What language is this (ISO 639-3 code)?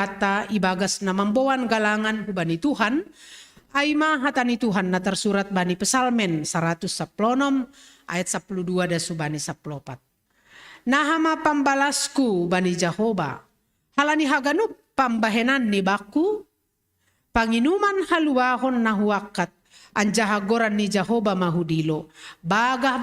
bts